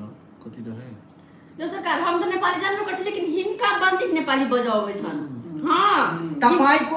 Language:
Maithili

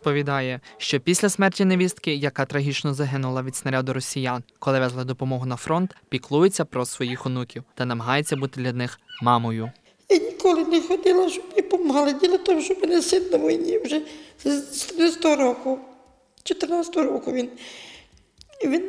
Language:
Ukrainian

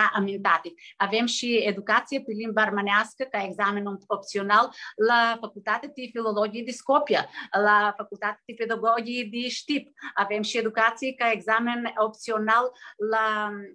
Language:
Aromanian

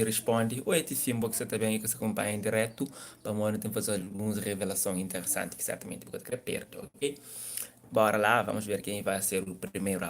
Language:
Kabuverdianu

